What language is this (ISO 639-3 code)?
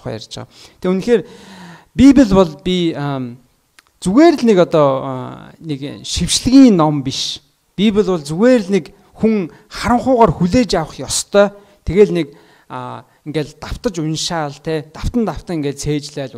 mon